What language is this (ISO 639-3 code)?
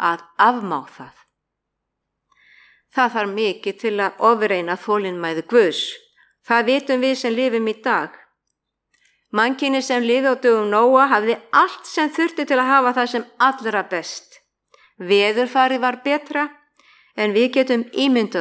isl